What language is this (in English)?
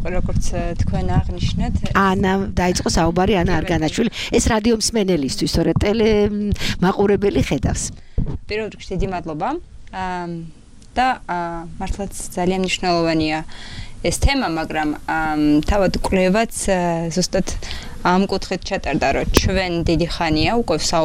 Georgian